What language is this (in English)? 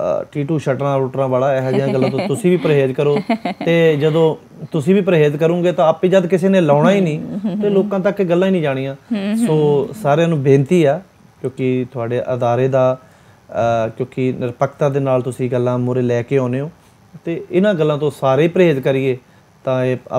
Punjabi